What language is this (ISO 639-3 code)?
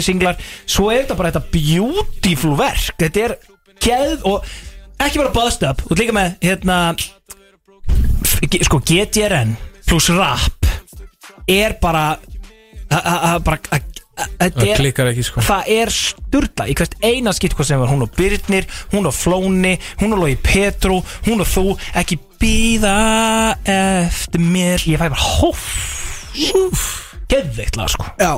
isl